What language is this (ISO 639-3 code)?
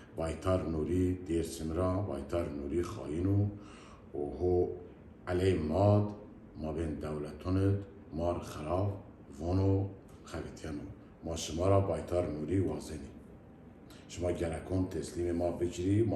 zza